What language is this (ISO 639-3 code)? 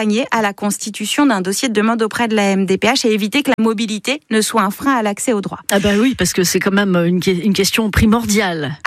fra